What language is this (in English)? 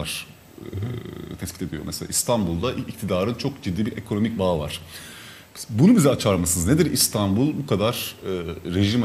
Turkish